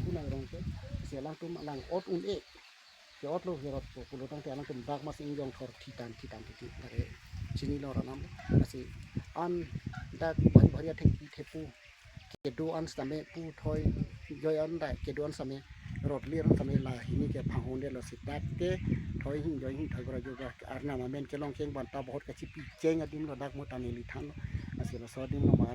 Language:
Karbi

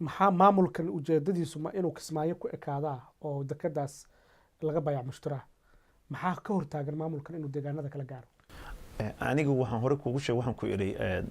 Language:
Somali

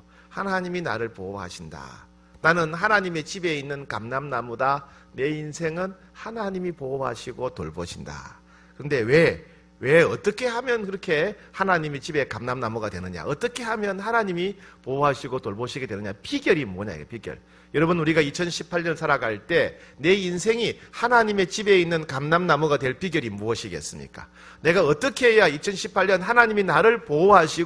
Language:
Korean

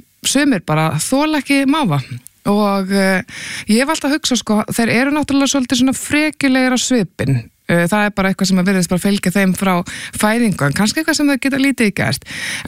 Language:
Icelandic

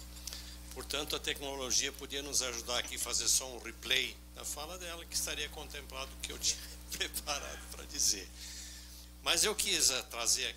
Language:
Portuguese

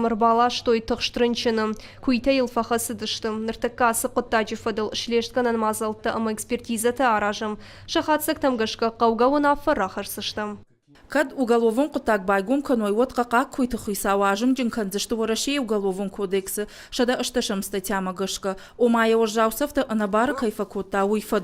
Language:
Ossetic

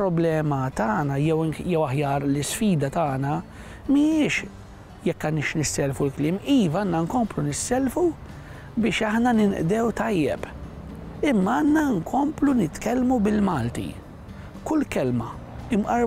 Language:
Maltese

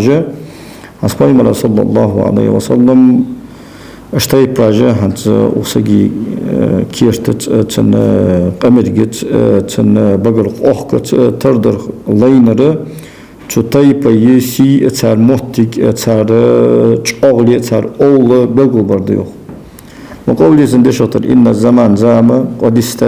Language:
Ingush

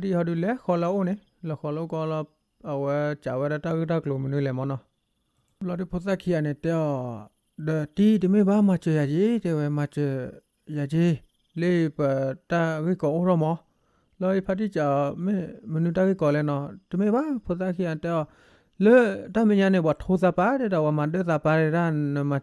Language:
S'gaw Karen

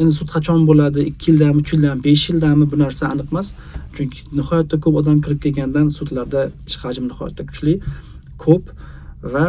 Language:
Uzbek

